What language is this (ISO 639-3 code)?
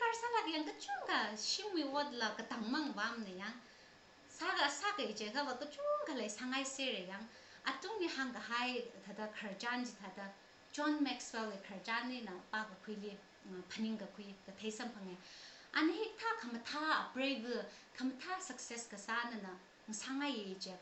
nmf